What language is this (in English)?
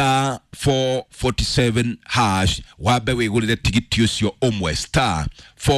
Kikuyu